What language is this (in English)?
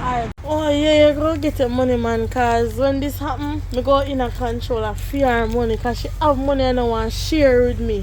Jamaican Creole English